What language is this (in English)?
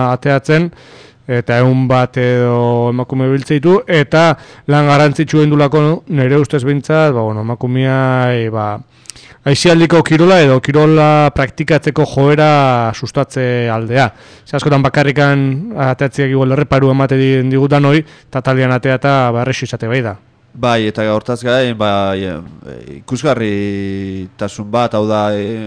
Basque